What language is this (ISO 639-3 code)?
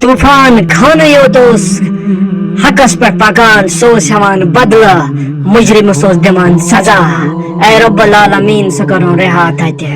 kas